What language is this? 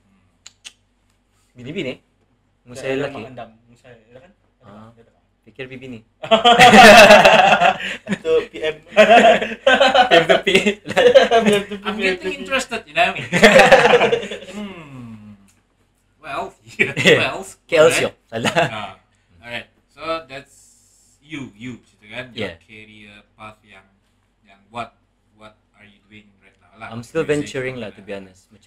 Malay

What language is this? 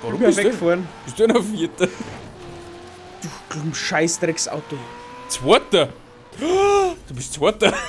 Bavarian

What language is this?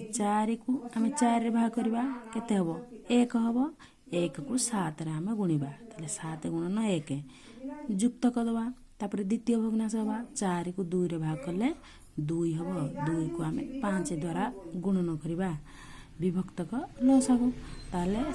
Odia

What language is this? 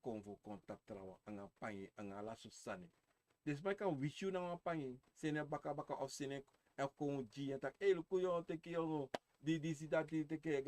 Sranan Tongo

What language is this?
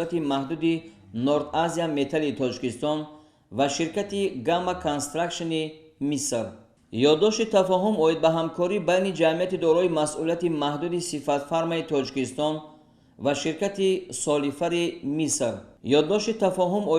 Tajik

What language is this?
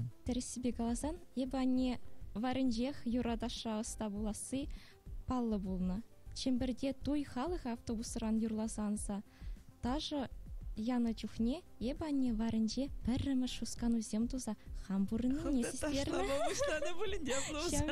Chuvash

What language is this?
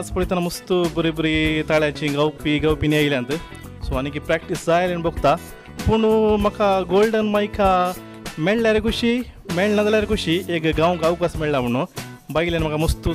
Konkani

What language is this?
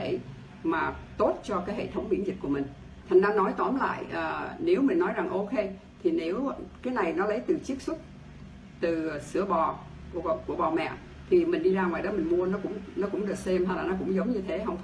Vietnamese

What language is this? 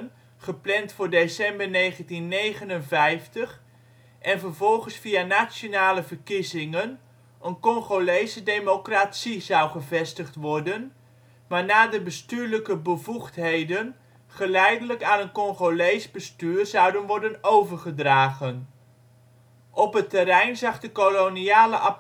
Dutch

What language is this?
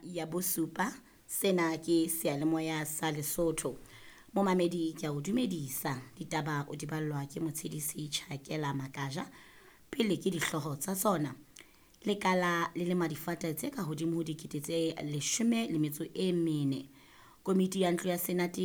Southern Sotho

